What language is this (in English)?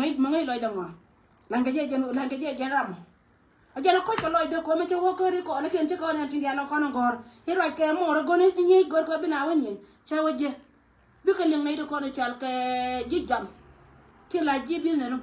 Nuer